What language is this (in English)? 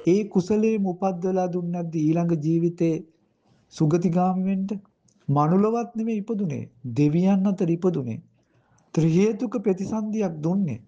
Sinhala